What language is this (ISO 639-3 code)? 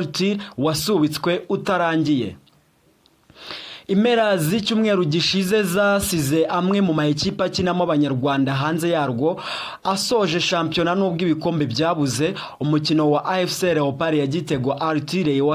kin